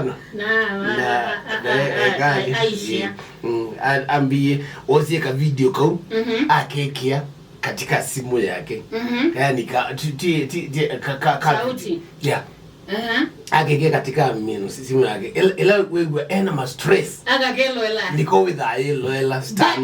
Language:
Kamba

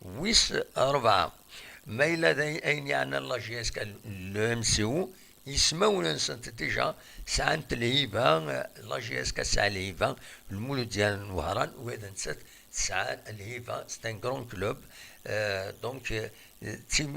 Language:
Kabyle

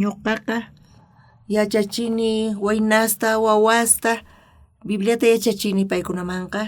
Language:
South Bolivian Quechua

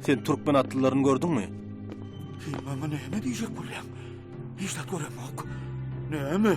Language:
Turkmen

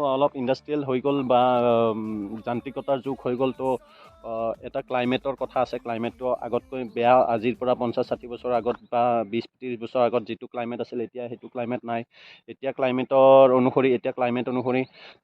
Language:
Assamese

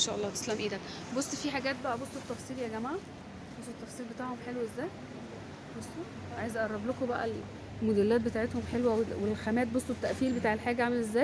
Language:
Egyptian Arabic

